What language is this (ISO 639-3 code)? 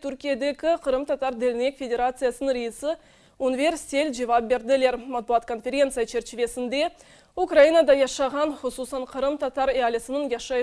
crh